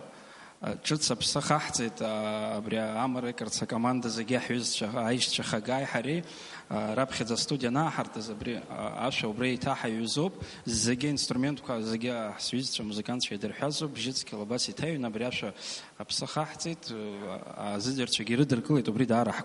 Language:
Abkhazian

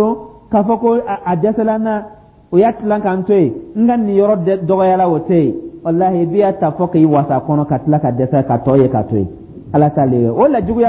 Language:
Dyula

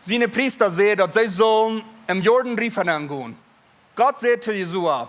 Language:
Plautdietsch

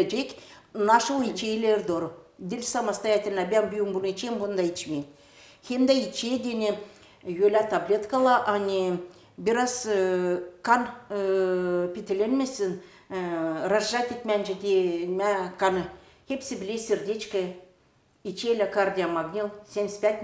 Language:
Gagauz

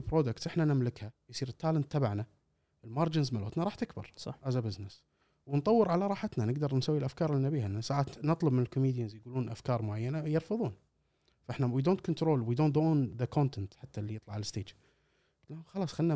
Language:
Gulf Arabic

